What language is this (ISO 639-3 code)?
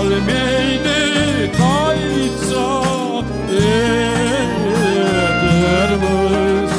crh